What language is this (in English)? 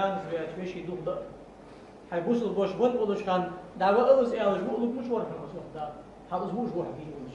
Ingush